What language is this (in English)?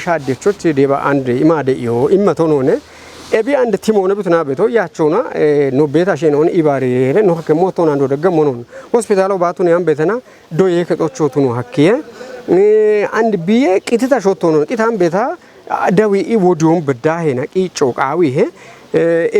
Kafa